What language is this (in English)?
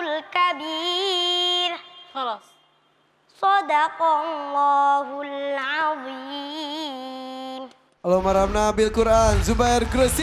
Indonesian